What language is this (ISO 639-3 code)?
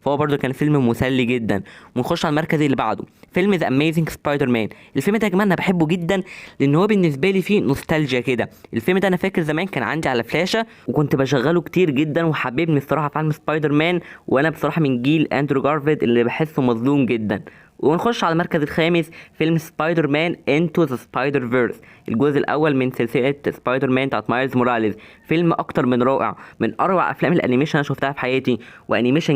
arz